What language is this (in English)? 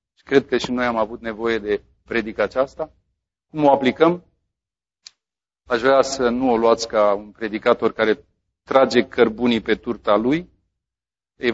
Romanian